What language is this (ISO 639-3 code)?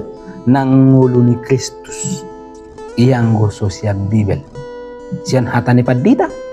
bbc